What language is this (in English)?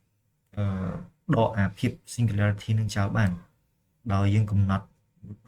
Khmer